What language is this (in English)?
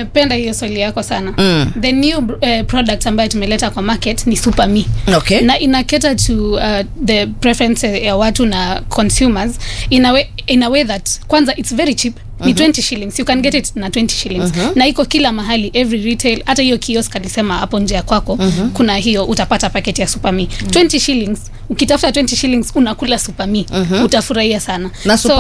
Swahili